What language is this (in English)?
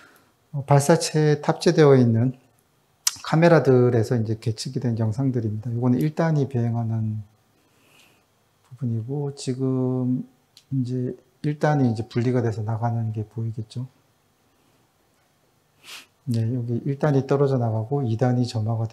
Korean